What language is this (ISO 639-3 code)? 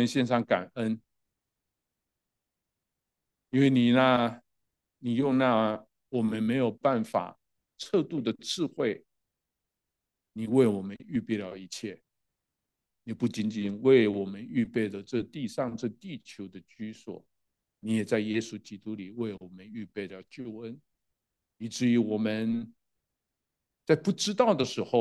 zho